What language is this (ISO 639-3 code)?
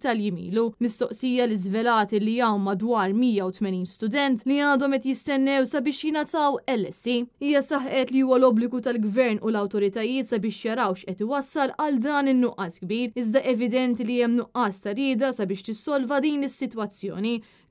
mlt